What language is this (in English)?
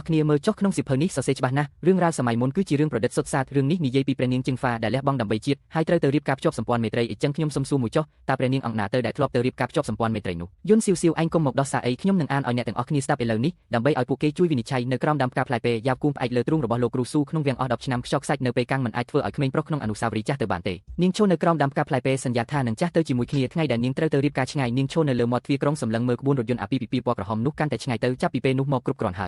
Khmer